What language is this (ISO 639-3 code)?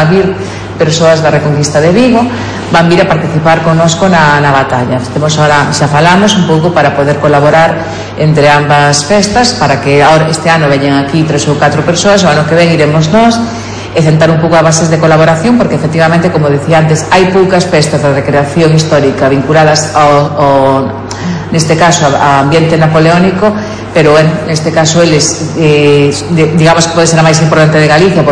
glg